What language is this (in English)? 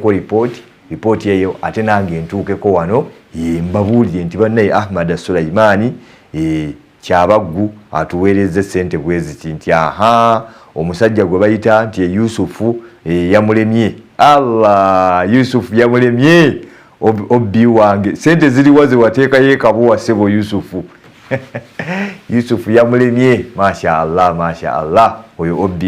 Ganda